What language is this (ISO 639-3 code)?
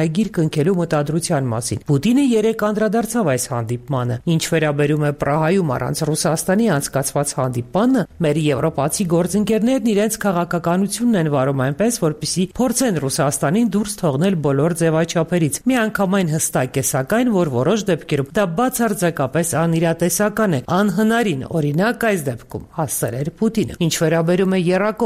hye